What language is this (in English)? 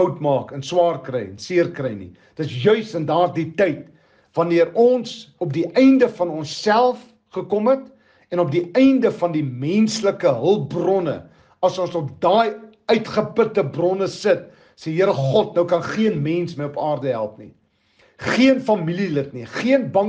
Afrikaans